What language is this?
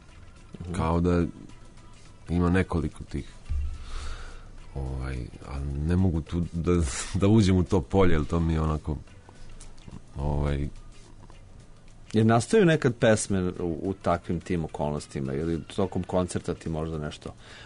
Serbian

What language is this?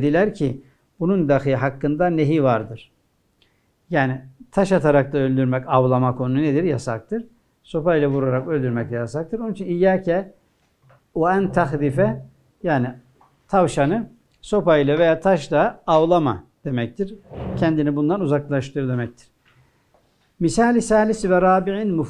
Turkish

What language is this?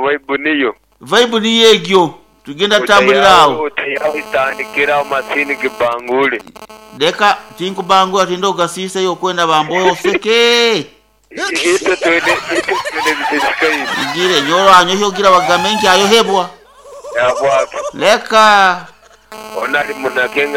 Nyoro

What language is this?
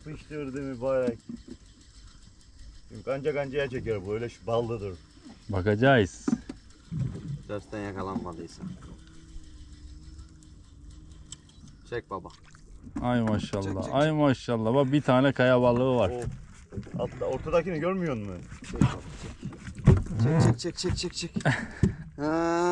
Turkish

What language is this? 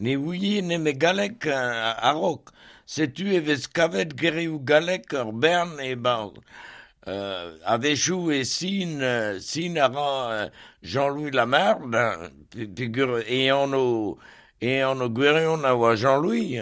Breton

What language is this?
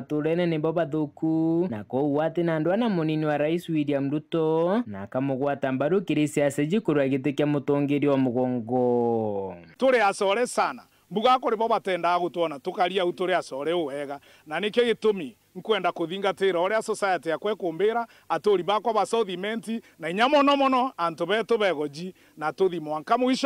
Meru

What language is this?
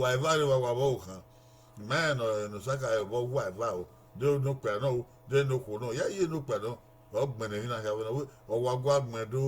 Bini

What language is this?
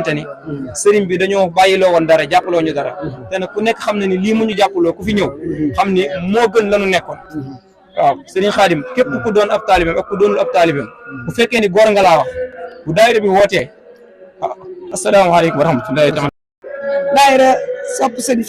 Wolof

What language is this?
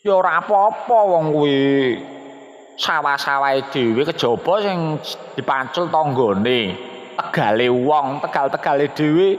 Javanese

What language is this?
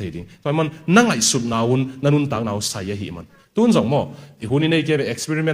Tedim Chin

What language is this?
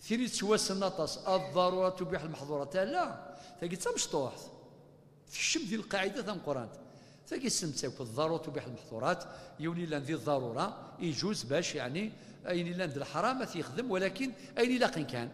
Kabyle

